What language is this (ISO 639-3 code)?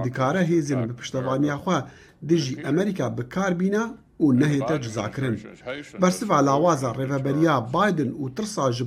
kur